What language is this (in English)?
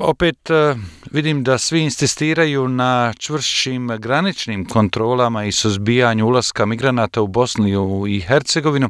Bosnian